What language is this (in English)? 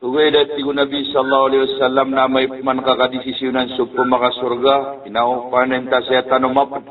Maranao